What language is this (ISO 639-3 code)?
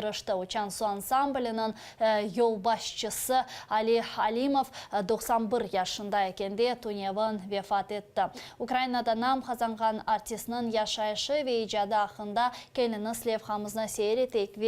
crh